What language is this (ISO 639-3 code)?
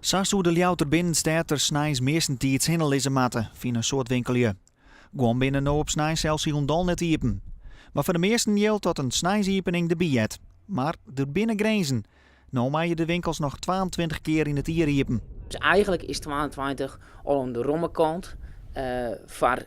fry